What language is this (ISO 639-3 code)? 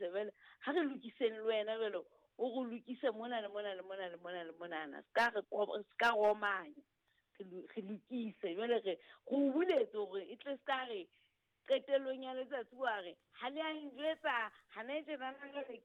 sot